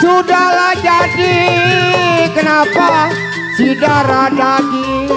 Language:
Betawi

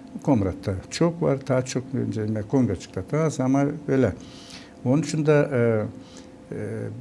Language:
Gagauz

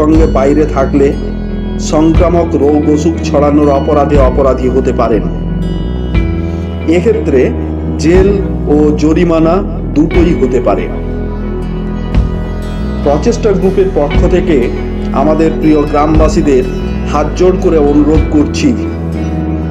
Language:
Bangla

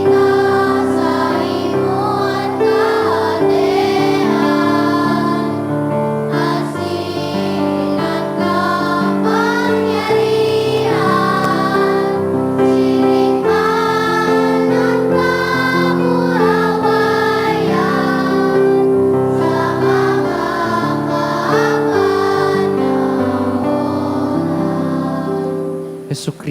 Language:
Bikol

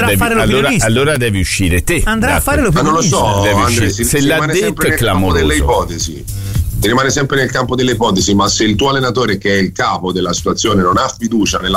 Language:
Italian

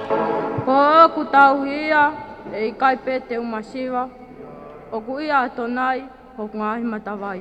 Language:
Tongan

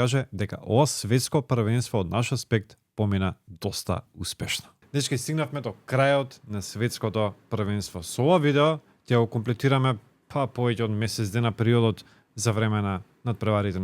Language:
Macedonian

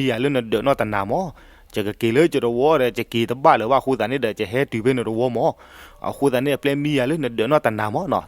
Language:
S'gaw Karen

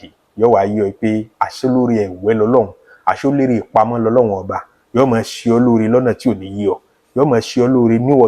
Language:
Yoruba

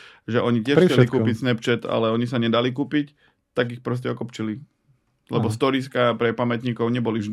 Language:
Slovak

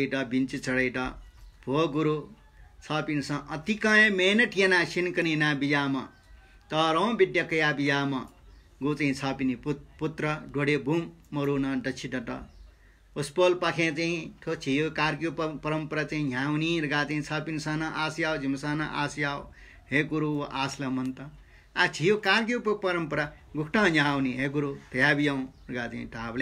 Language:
Newari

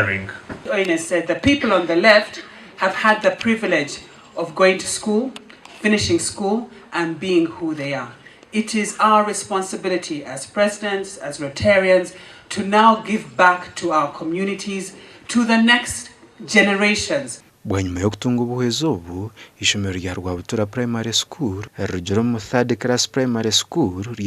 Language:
Nyankole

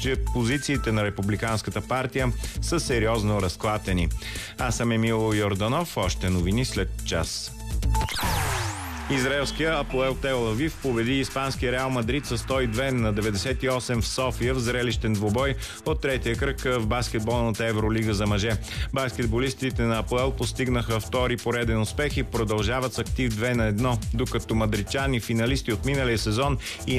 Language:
Bulgarian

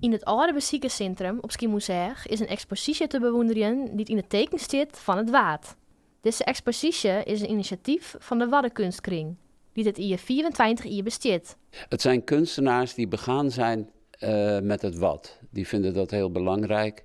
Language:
Western Frisian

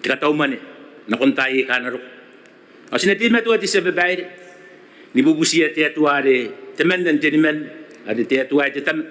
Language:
Gilbertese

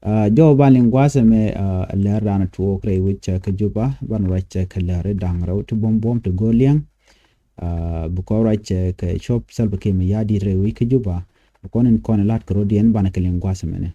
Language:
Nuer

